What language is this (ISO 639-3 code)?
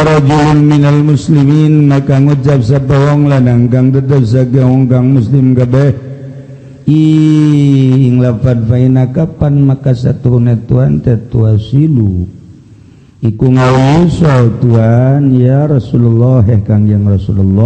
sun